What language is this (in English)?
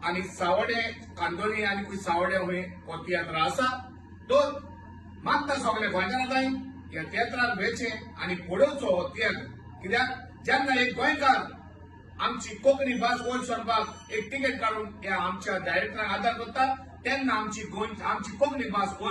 Konkani